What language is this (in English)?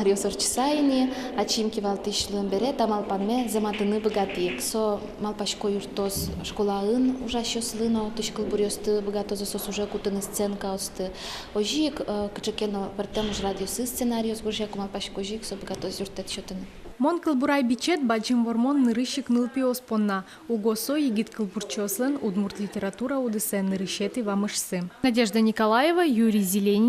Udmurt